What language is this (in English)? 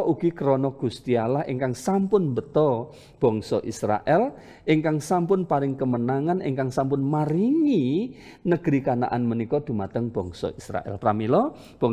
Javanese